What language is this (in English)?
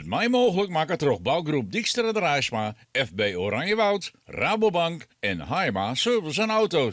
Western Frisian